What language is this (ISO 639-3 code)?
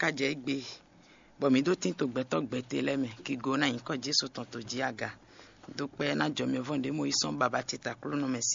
fon